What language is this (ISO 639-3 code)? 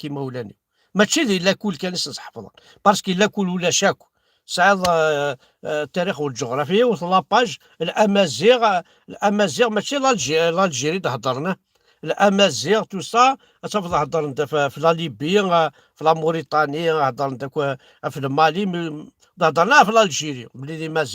kab